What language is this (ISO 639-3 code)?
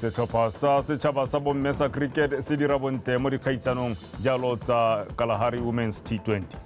tsn